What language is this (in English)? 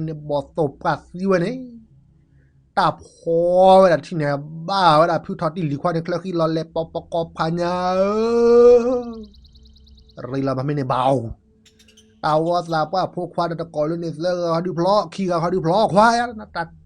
S'gaw Karen